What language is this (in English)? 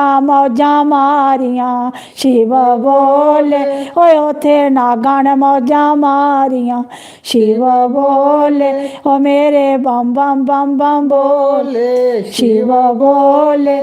Dogri